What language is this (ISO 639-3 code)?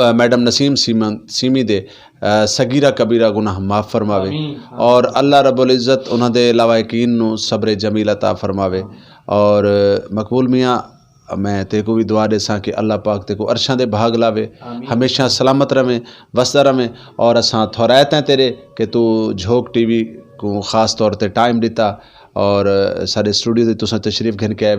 skr